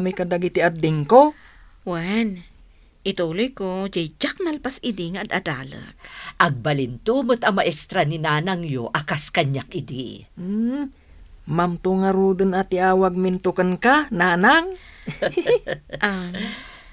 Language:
Iloko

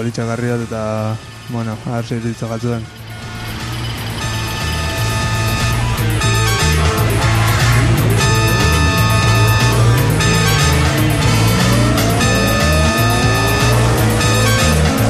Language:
Basque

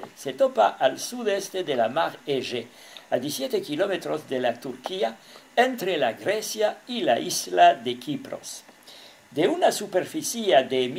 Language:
Ladino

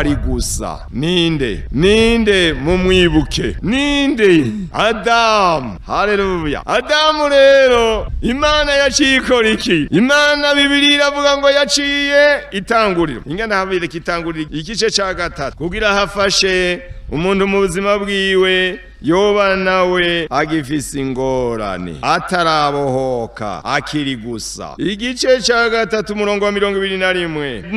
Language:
Rundi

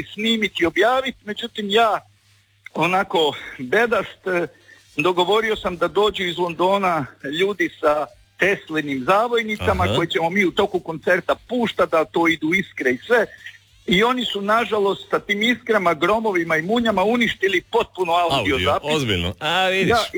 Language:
Croatian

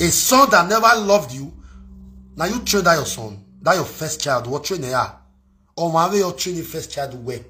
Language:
Nigerian Pidgin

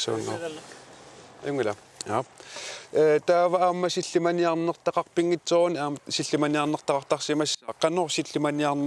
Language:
Kalaallisut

